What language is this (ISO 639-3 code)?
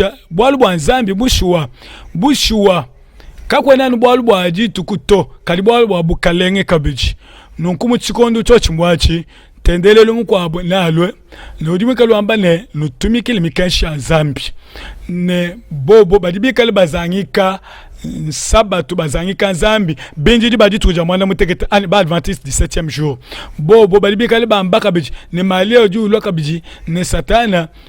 lua